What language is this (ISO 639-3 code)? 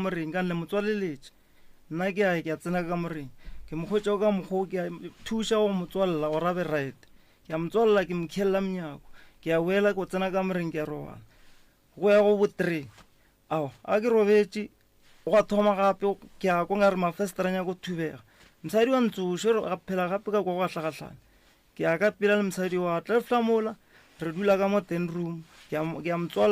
nso